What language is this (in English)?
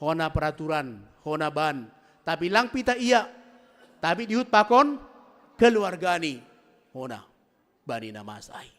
Batak Simalungun